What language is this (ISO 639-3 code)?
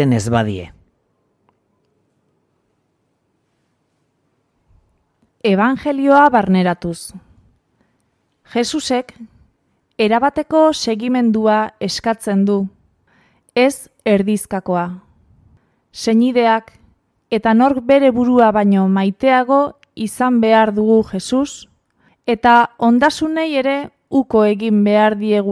eus